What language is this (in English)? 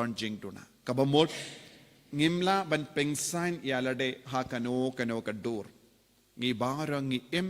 Khasi